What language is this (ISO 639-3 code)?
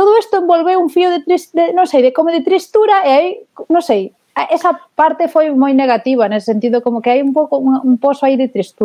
glg